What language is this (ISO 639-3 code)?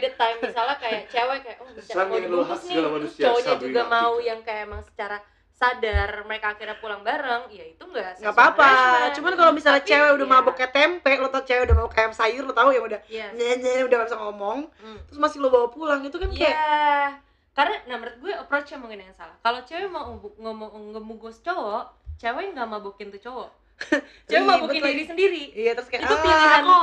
ind